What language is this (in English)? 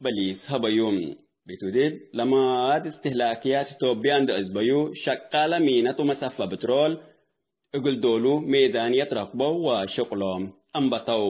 Tigre